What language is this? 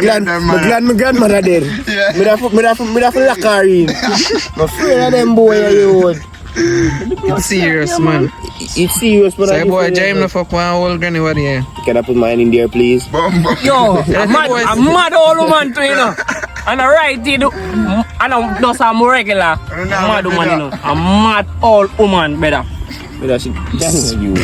Jamaican Creole English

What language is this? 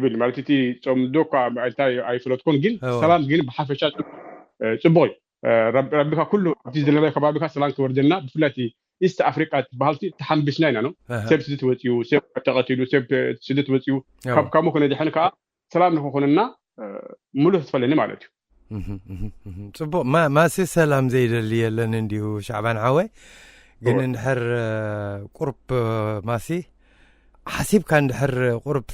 Tigrinya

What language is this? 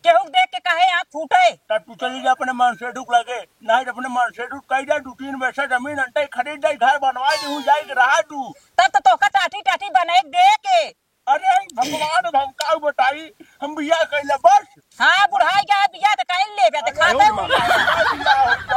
Awadhi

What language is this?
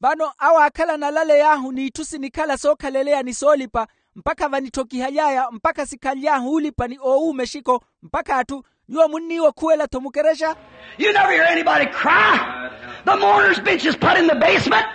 Makhuwa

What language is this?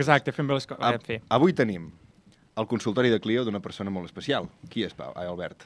Catalan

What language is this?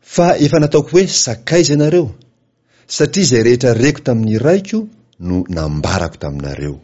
Malagasy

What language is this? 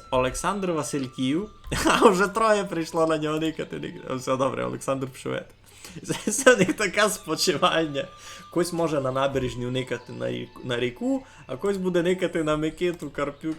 Rusyn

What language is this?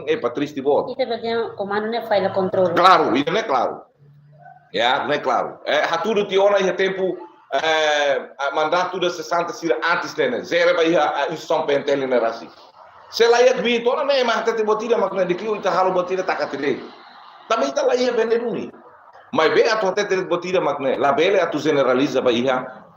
Tetum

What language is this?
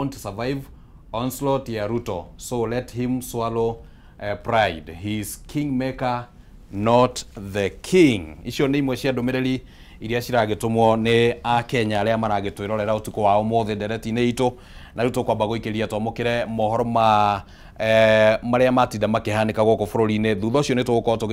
Kikuyu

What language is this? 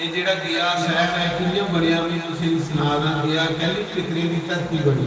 Dogri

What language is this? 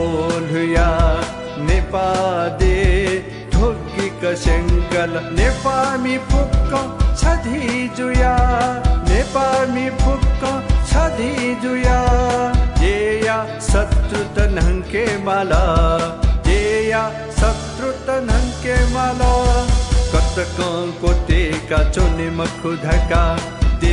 Newari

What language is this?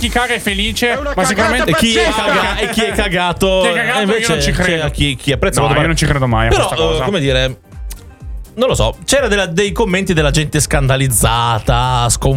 Italian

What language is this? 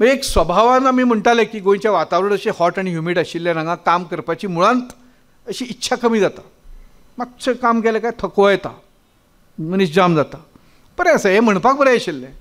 Konkani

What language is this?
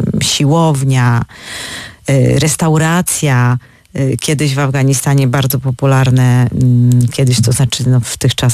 Polish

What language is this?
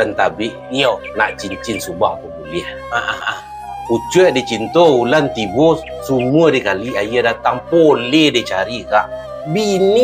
Minangkabau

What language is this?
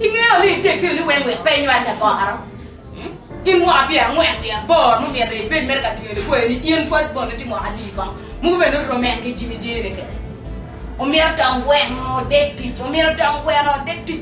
Acoli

